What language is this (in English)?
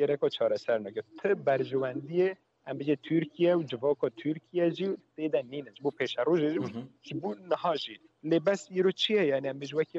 Kurdish